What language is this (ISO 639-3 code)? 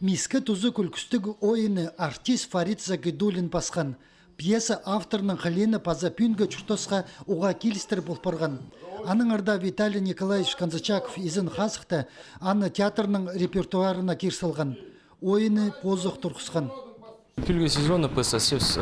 kjh